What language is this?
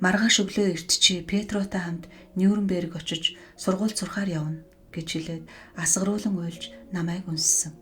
Mongolian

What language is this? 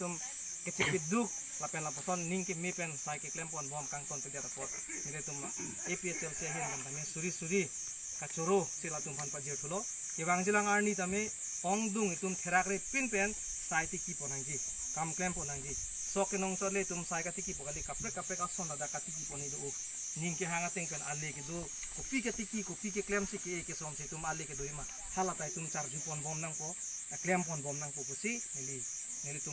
Karbi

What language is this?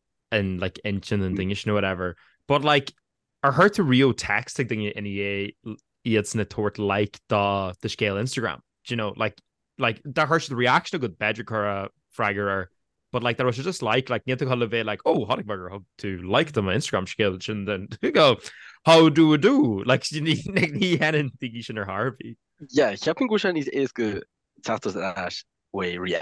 Irish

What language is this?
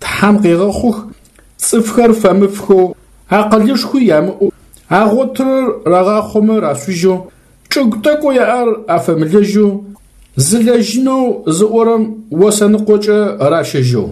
Adyghe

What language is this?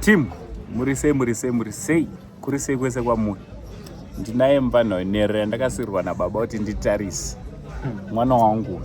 Shona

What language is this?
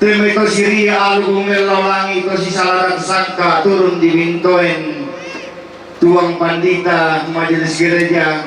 Toraja-Sa'dan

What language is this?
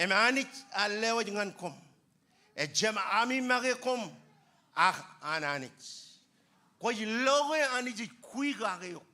Marshallese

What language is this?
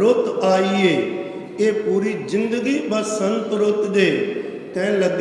Punjabi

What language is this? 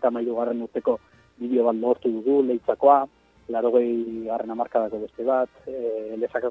Basque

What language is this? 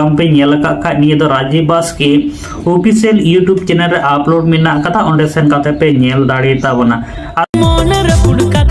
Santali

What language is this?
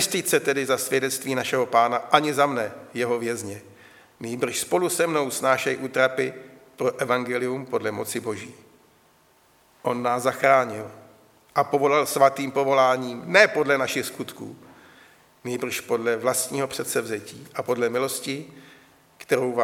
Czech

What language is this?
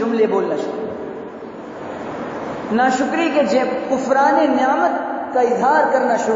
Urdu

